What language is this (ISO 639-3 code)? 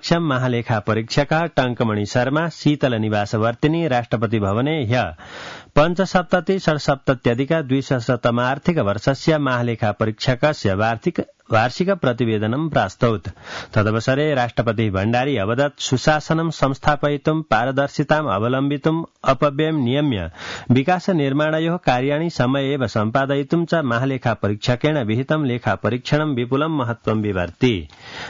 san